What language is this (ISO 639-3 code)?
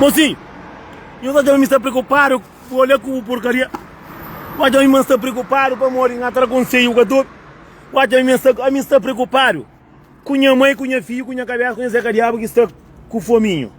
kea